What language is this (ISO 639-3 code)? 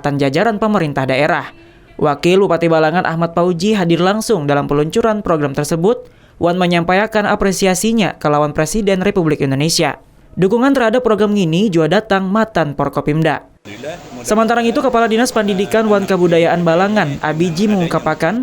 bjn